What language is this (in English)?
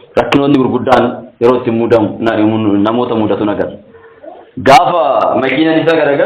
Oromo